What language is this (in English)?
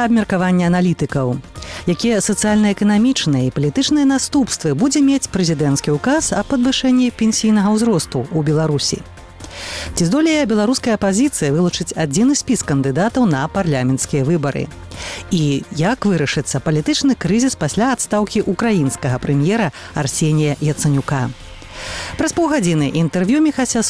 Belarusian